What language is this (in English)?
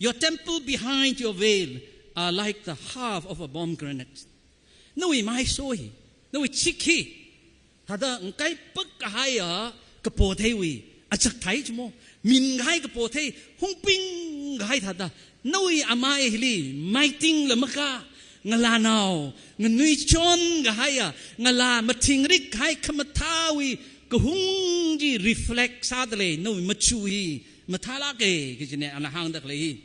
Tangkhul Naga (India)